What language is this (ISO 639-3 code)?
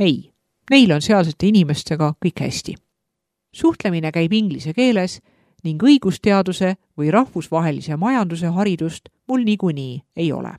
est